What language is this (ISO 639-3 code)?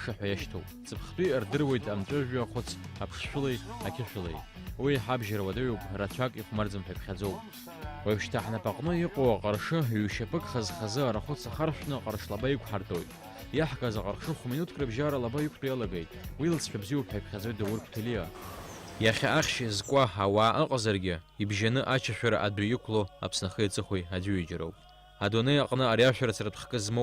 abk